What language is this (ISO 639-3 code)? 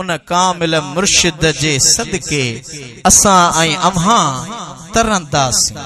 snd